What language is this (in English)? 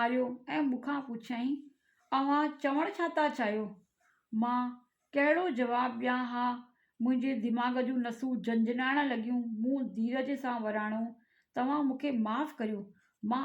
Sindhi